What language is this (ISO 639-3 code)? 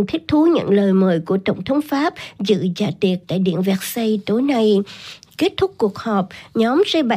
vie